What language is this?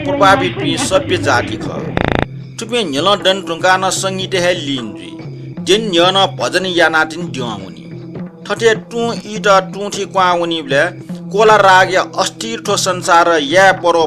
Newari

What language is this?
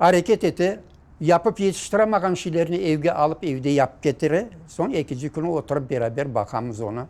Crimean Tatar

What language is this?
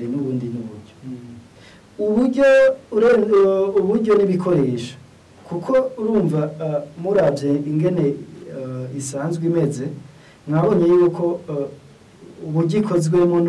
Rundi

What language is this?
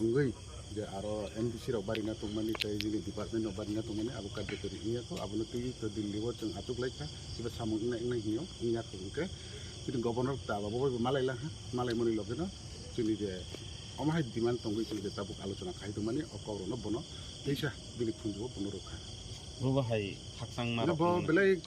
Kok Borok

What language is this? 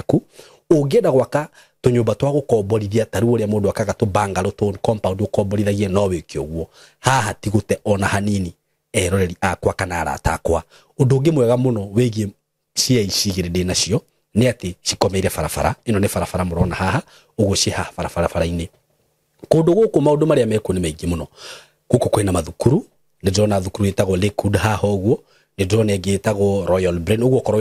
Kikuyu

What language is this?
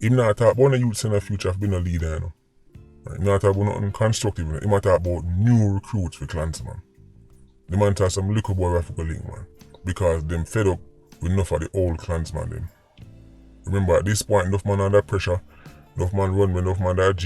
Jamaican Creole English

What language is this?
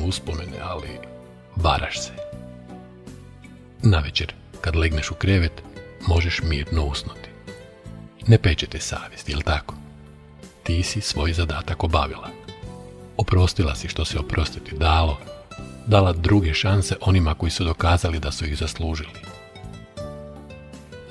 Croatian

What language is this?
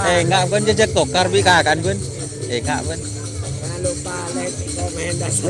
Madurese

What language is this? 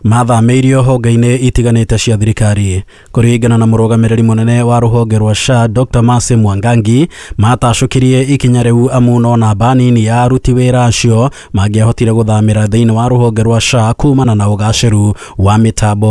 Kikuyu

